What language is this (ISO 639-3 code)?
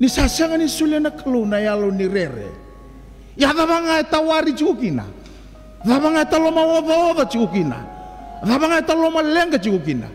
fij